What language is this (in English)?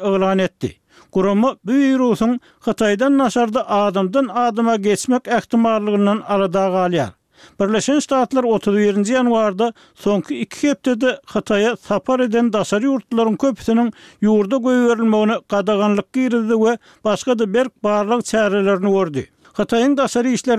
Turkmen